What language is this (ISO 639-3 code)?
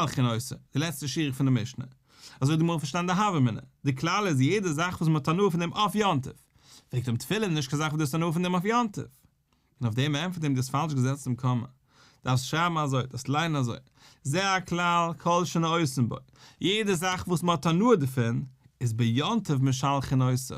yid